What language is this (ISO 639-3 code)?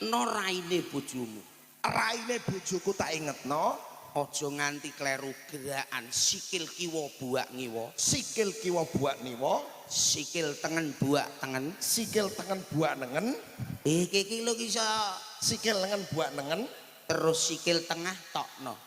jav